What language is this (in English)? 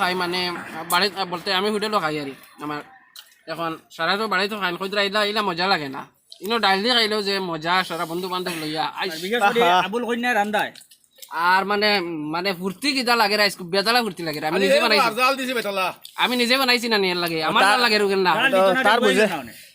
Sylheti